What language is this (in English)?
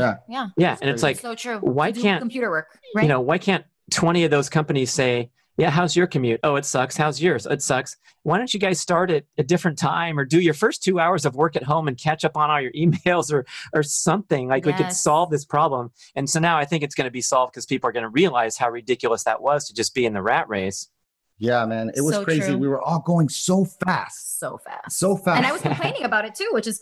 English